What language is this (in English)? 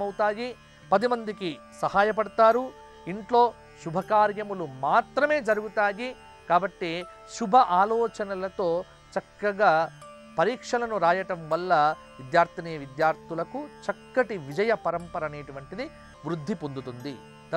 Telugu